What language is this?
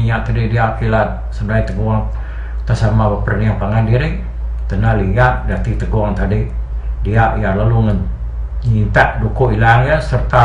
Iban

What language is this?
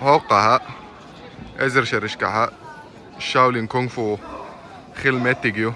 Chechen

